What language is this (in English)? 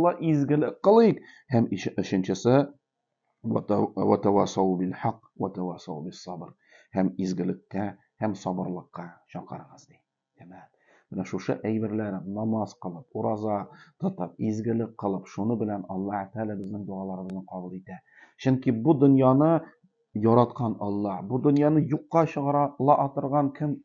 Tatar